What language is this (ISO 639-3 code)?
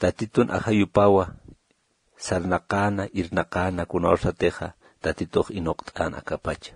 aym